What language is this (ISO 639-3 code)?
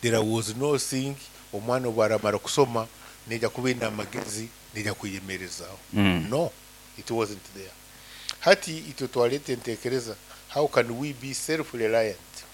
nyn